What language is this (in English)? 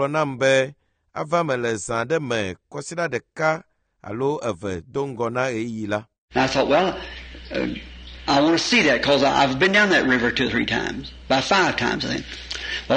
Ewe